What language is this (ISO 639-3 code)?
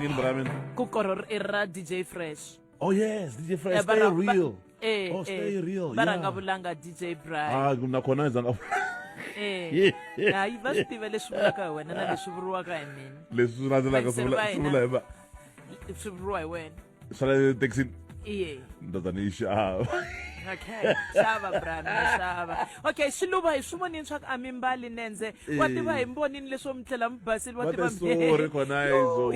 tso